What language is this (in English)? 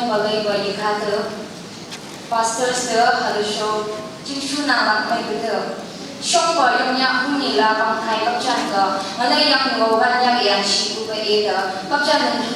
Phom Naga